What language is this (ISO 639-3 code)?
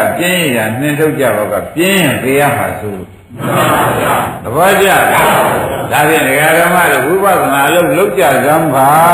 mya